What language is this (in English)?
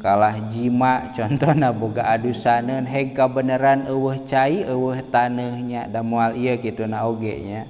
Sundanese